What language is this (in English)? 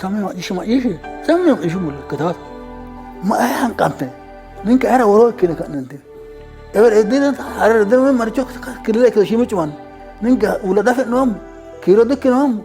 Sidamo